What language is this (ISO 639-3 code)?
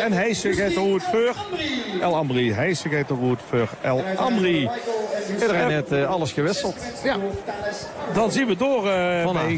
nld